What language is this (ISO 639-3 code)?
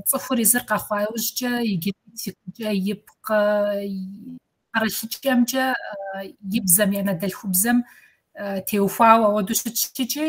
kbd